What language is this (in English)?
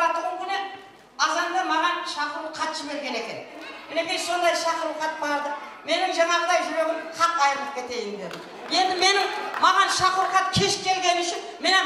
Kara-Kalpak